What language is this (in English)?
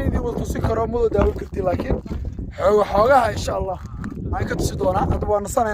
Somali